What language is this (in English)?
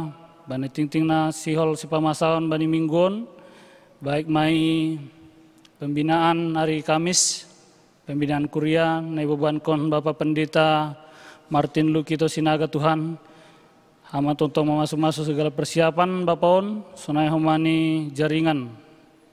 Batak Simalungun